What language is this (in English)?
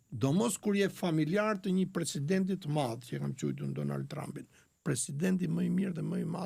Albanian